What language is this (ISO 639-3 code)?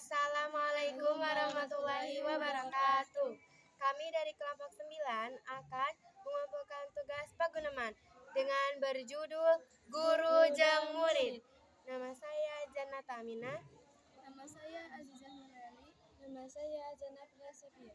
sun